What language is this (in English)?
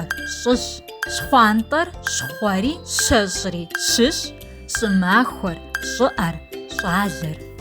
Kabardian